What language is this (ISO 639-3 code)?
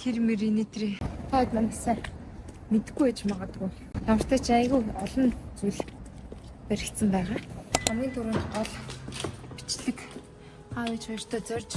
mon